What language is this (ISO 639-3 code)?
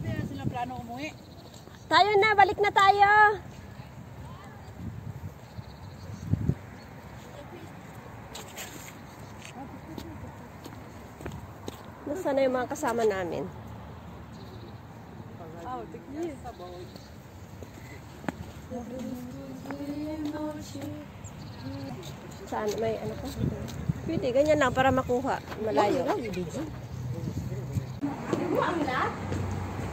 fil